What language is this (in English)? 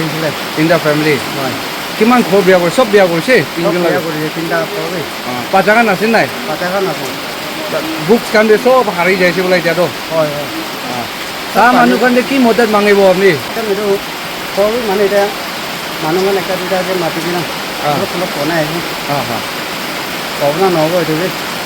Naga Pidgin